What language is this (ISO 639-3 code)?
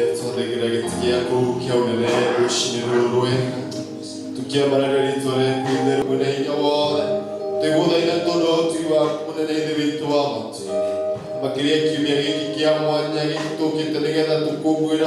kik